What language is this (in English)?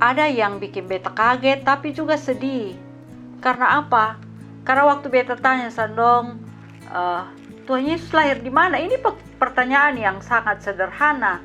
Kupang Malay